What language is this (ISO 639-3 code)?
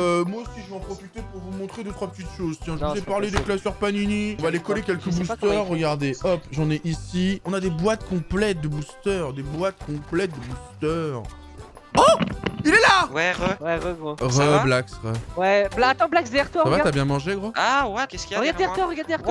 fra